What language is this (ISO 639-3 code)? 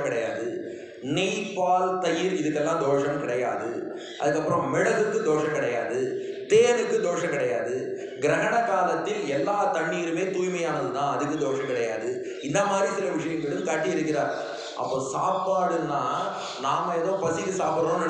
tam